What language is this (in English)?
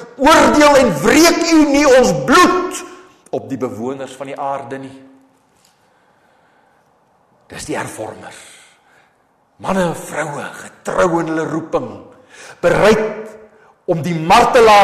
Afrikaans